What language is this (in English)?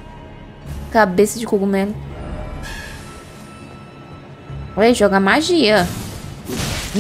Portuguese